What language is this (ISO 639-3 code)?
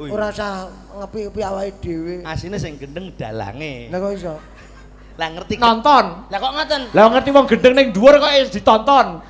jav